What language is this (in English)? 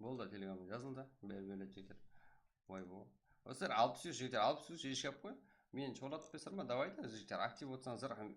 Kara-Kalpak